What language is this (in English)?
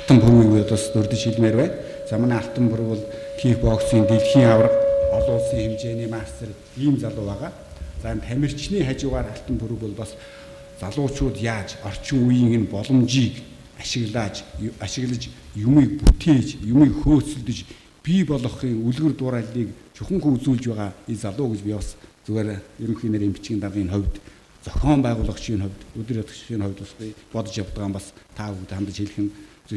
Mongolian